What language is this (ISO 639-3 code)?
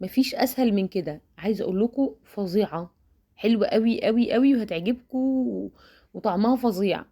arz